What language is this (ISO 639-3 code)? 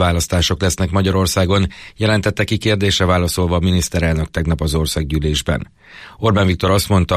hun